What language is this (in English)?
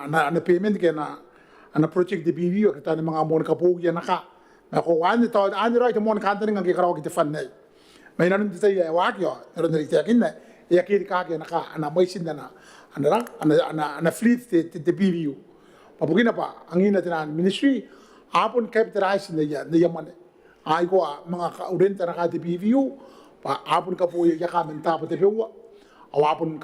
Gilbertese